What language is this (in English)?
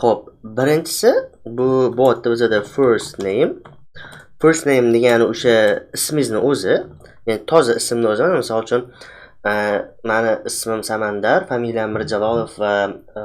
Uzbek